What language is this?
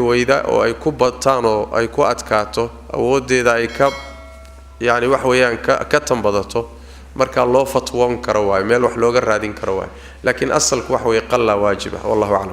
Somali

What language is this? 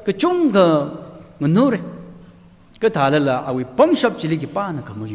Tangkhul Naga (India)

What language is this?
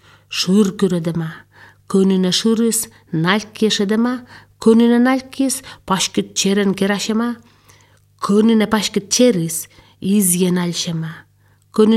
Slovenian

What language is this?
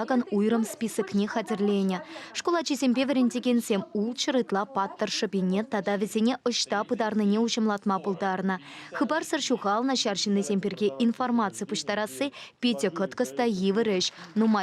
Chuvash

